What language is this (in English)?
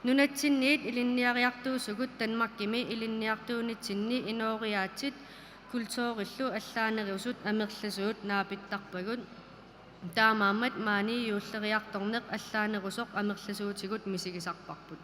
Kalaallisut